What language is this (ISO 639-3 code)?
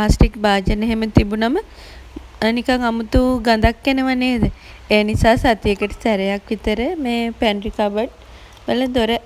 sin